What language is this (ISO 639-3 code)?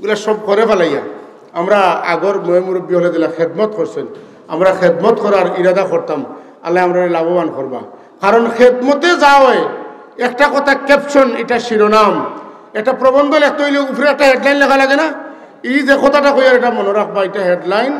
syl